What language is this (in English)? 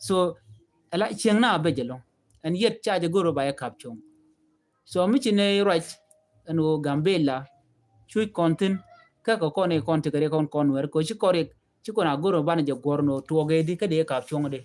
Nuer